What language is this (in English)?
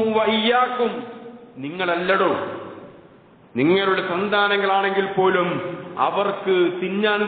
Malayalam